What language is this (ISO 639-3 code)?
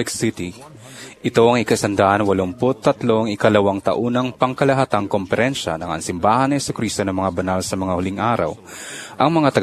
fil